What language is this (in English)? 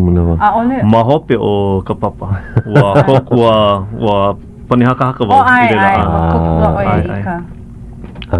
Hawaiian